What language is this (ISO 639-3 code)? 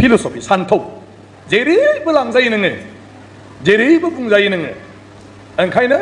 brx